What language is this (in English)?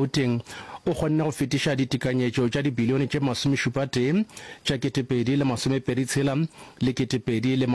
Northern Sotho